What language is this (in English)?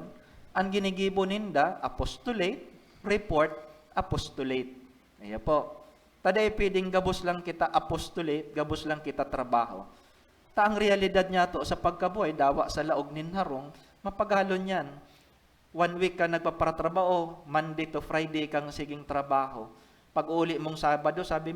Bikol